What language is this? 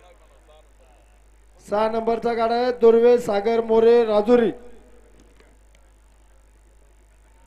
Marathi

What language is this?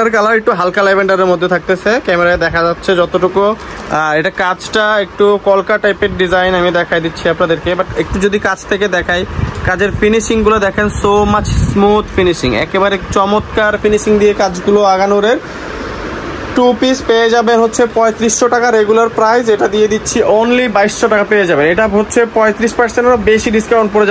Bangla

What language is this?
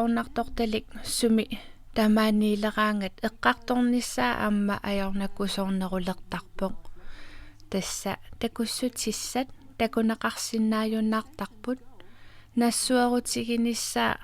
Kalaallisut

